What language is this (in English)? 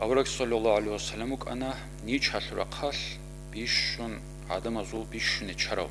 Avaric